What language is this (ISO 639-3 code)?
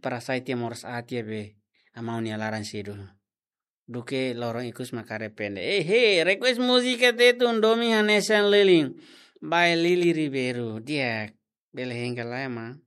tet